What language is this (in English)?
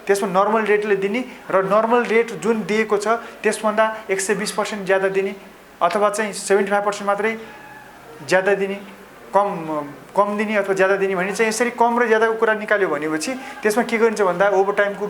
Nepali